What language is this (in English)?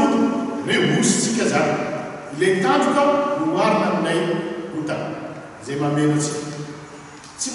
Malagasy